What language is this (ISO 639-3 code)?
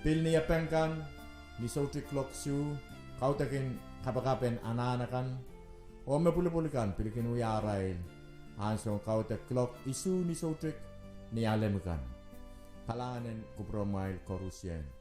pon